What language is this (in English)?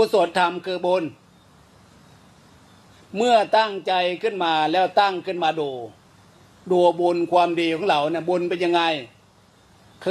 Thai